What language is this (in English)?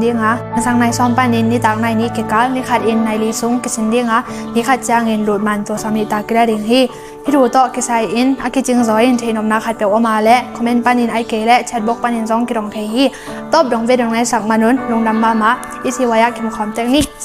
Tedim Chin